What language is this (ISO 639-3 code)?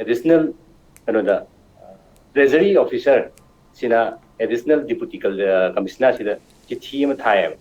mni